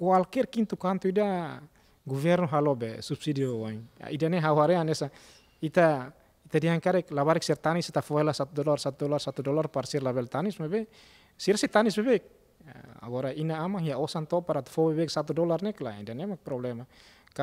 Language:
Tetum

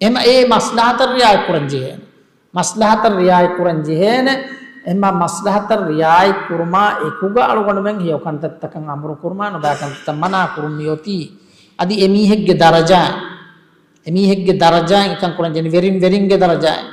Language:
Divehi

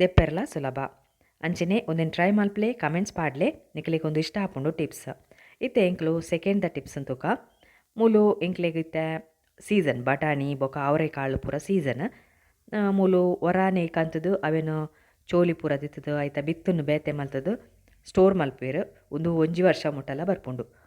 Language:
Tulu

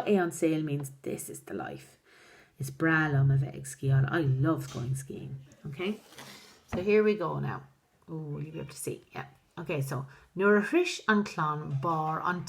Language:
Irish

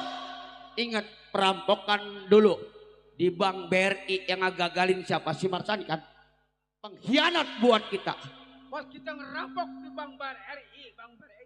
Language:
Betawi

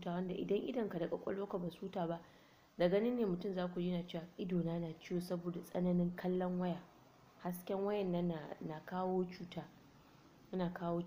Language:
Hausa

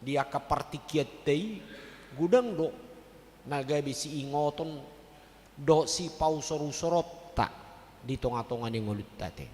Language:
Batak Toba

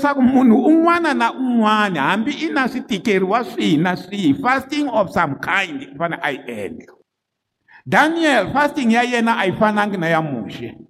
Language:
Tsonga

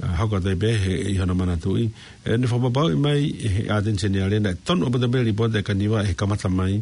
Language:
Tongan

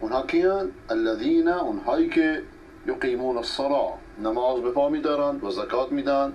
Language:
Persian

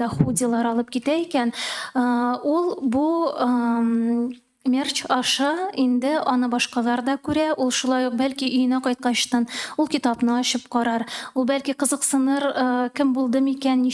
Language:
Tatar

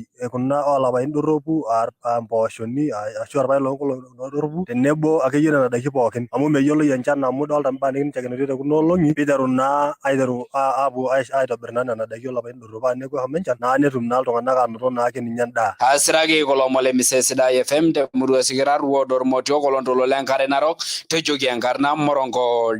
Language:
Masai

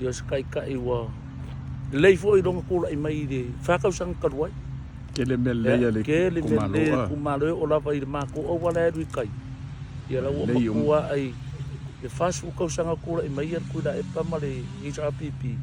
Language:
Samoan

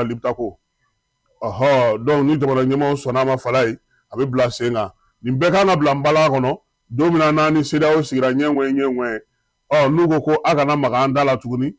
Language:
Bambara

